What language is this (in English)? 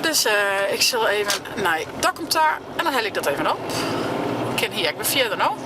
Western Frisian